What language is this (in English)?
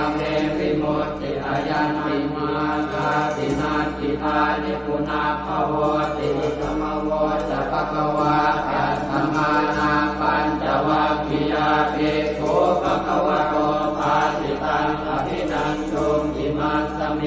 Pali